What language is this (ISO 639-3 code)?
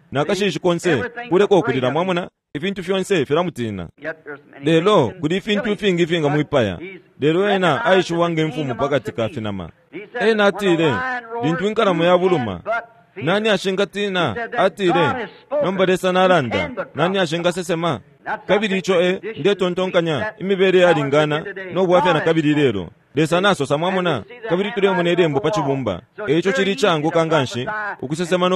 bem